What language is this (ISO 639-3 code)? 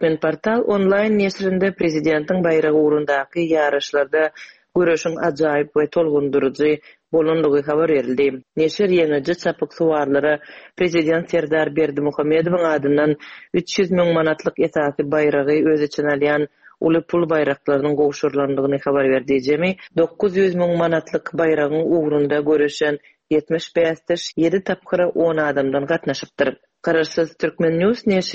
tuk